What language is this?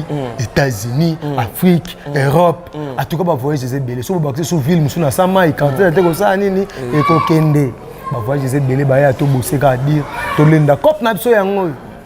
Lingala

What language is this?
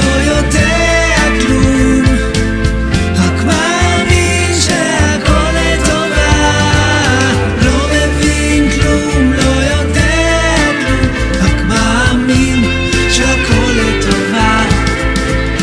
Hebrew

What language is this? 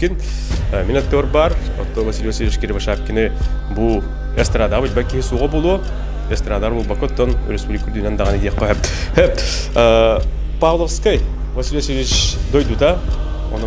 Yakut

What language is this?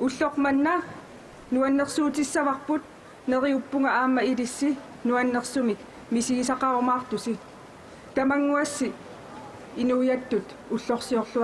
Kalaallisut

